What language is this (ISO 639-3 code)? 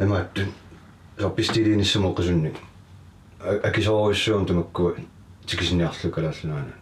kal